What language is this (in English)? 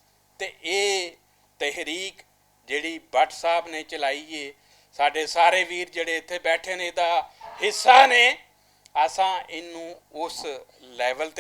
Western Panjabi